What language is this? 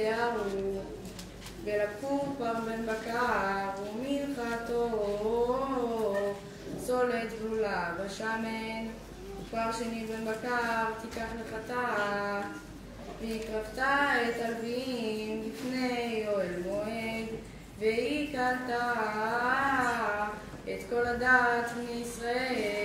Hebrew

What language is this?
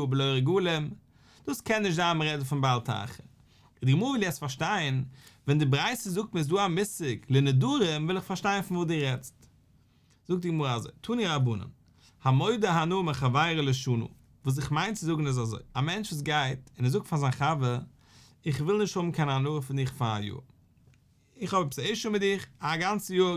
Yiddish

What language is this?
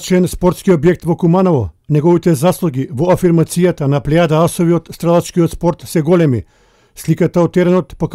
Macedonian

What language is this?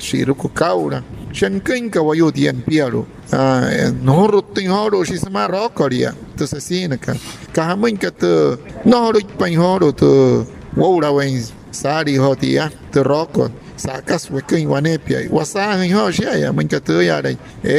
Wayuu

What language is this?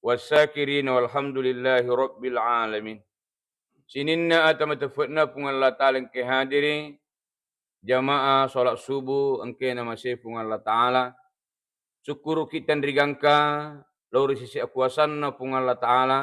Buginese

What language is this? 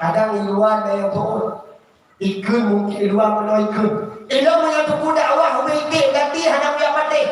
Achinese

